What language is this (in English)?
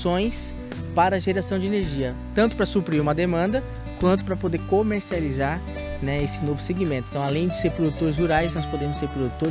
Portuguese